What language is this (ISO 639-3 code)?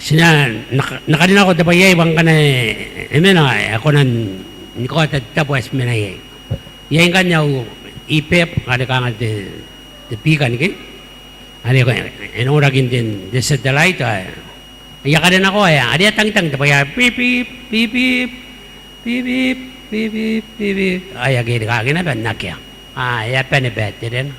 gil